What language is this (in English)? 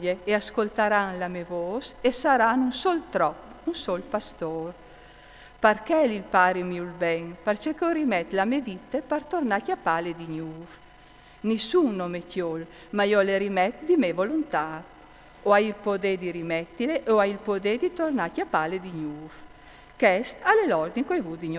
Friulian